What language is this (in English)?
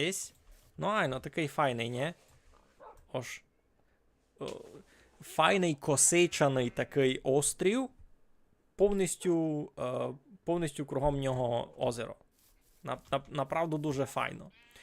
Rusyn